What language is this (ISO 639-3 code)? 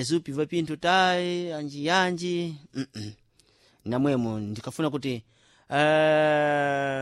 seh